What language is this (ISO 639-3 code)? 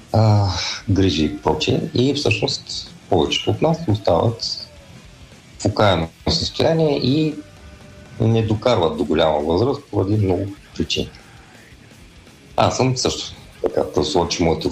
bul